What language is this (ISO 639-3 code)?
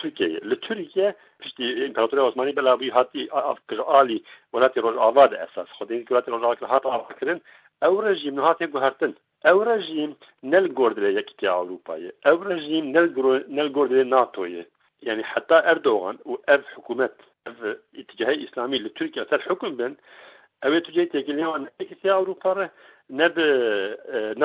kur